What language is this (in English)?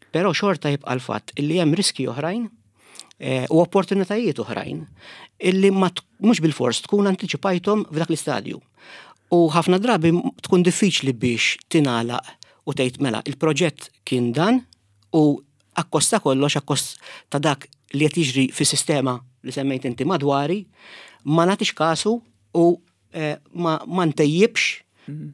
Maltese